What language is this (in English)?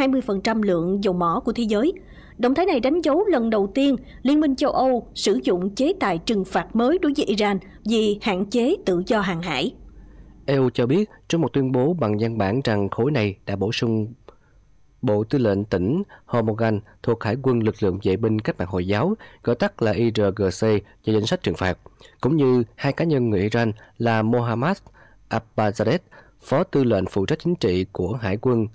Vietnamese